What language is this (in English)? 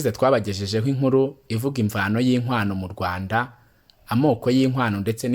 Kinyarwanda